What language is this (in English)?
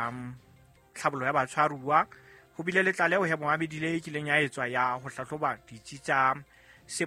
Southern Sotho